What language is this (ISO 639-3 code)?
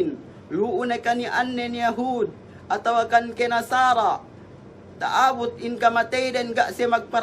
yka